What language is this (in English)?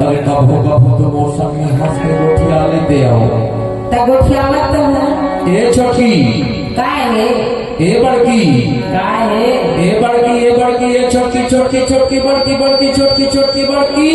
Chhattisgarhi